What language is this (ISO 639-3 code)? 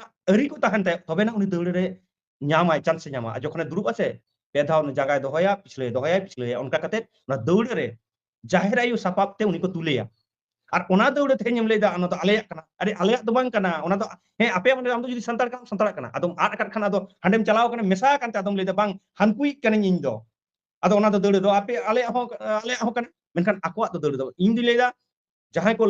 sat